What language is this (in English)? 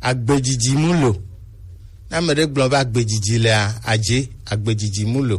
Gen